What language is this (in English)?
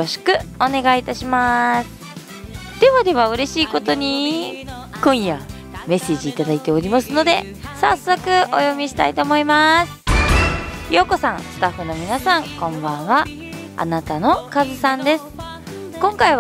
Japanese